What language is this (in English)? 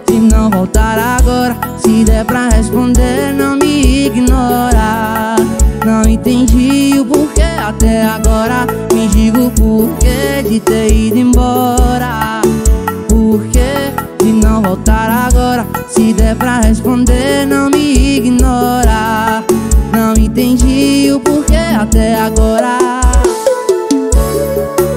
Portuguese